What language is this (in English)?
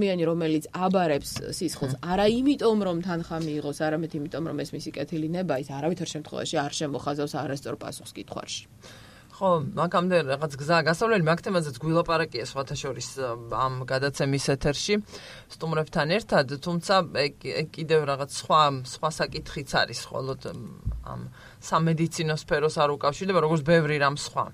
Georgian